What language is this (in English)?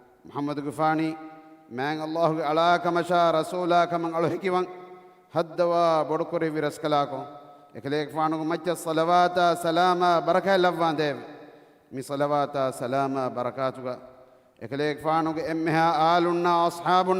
Divehi